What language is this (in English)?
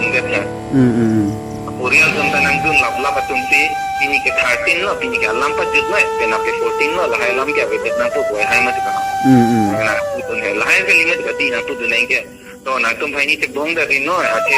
Karbi